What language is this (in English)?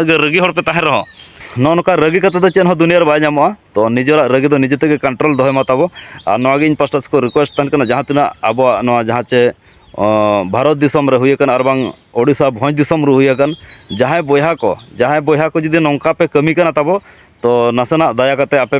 Santali